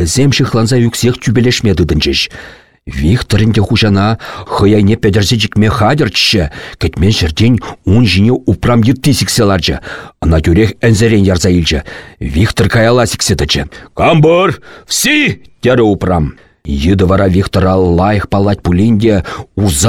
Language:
Chuvash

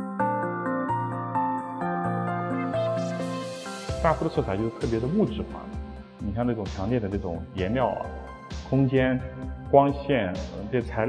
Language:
Chinese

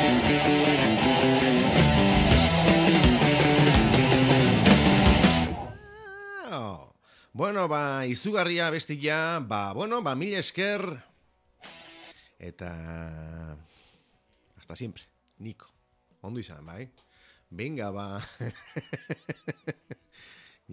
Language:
Basque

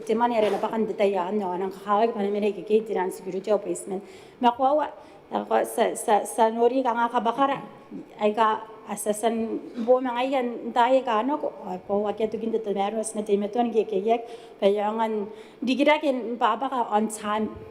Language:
Gilbertese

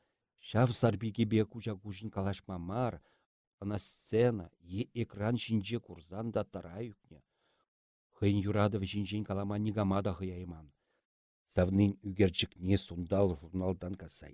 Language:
Chuvash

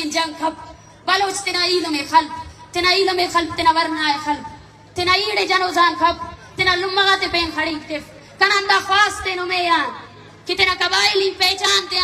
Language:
Brahui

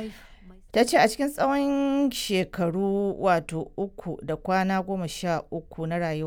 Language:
Hausa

